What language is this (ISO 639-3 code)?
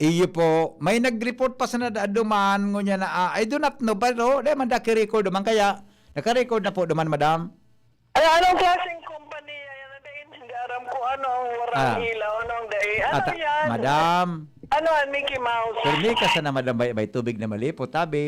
bik